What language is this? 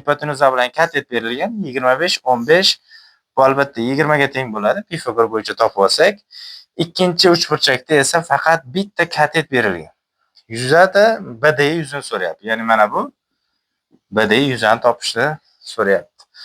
Uzbek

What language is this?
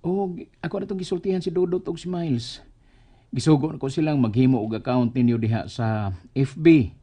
Cebuano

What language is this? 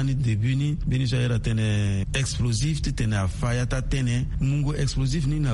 Sango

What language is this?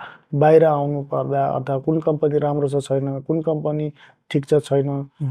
Nepali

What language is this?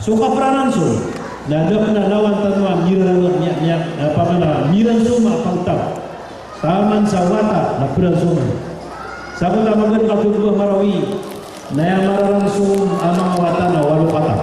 Maranao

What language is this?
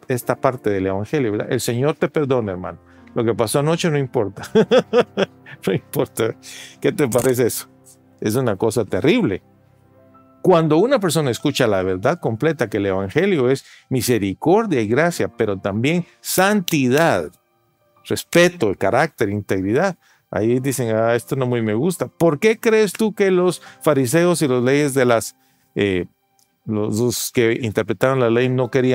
Spanish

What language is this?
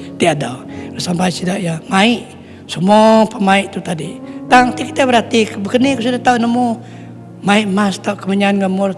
Iban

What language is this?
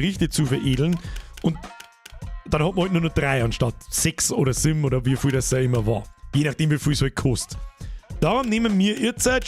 Bavarian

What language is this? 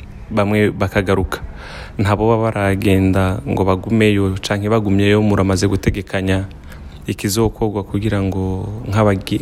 Rundi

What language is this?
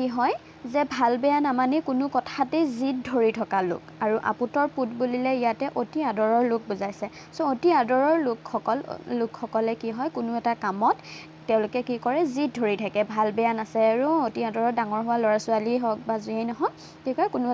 Assamese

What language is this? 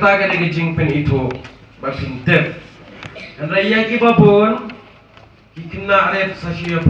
Khasi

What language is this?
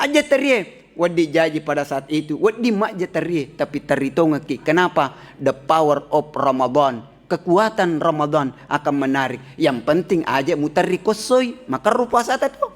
Buginese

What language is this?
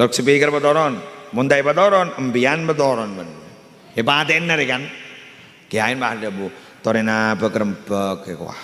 Madurese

